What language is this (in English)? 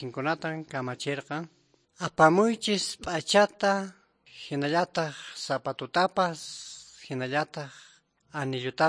Quechua